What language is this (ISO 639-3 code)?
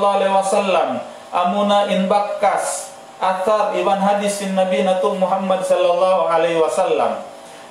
tsg